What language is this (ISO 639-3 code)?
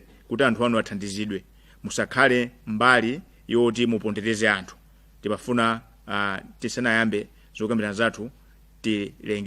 nya